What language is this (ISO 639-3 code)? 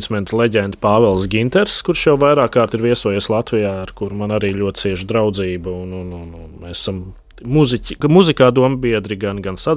lav